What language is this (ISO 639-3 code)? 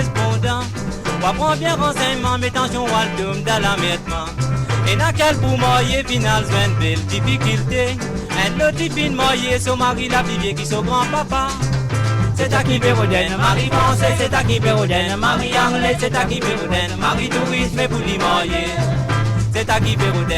mfe